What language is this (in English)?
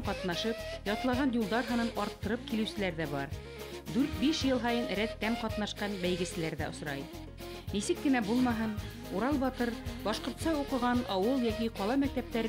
Bashkir